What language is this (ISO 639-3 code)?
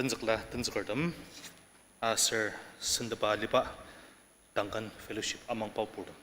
njo